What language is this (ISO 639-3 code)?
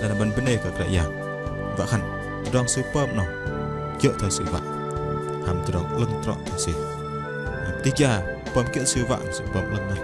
bdq